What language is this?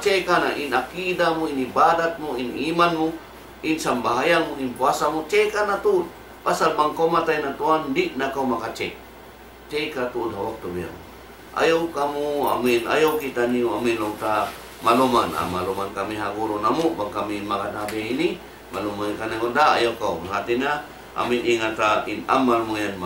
Tausug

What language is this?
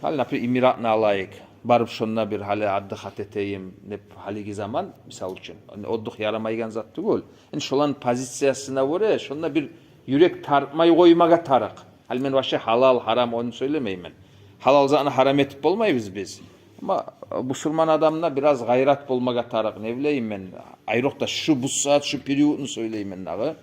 Kumyk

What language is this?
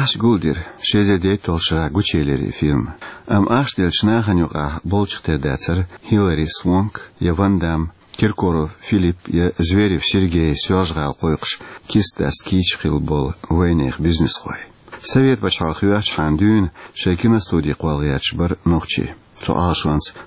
Chechen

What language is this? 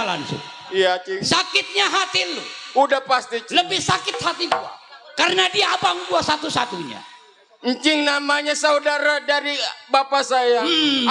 Betawi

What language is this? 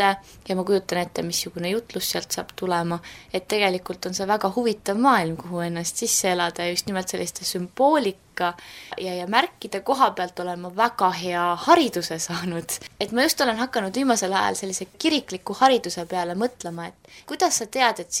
Estonian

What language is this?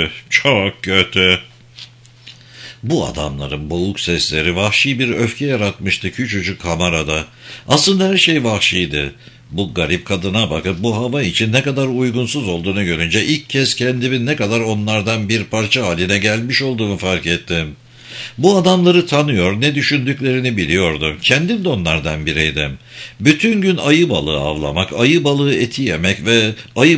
Turkish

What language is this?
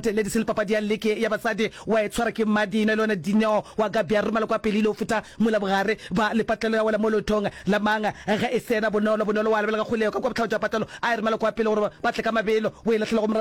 Northern Sotho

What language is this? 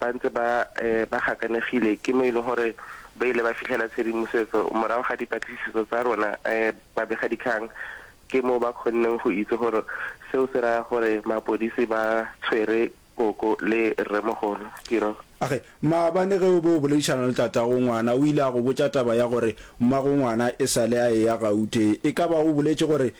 Northern Sotho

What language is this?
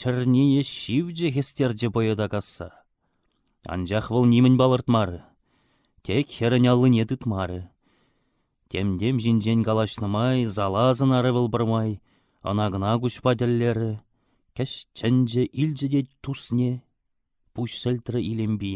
Chuvash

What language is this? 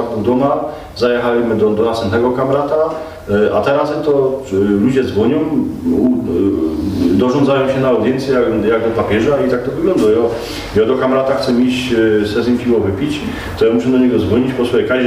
Silesian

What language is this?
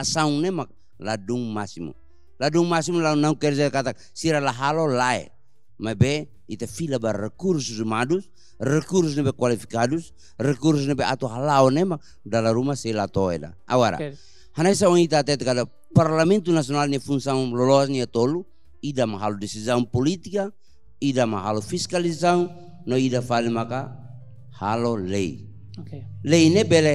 Tetum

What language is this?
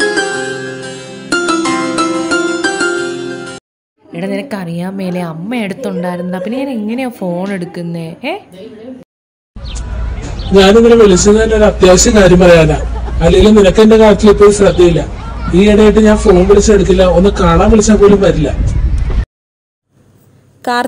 Malayalam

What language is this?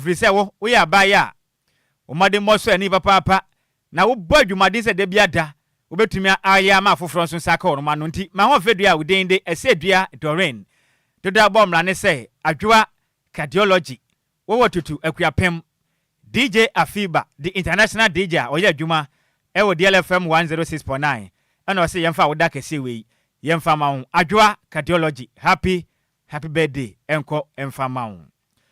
Akan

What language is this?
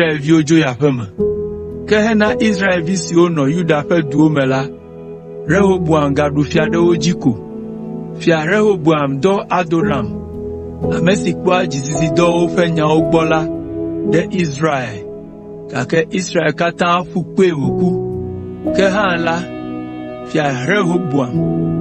Ewe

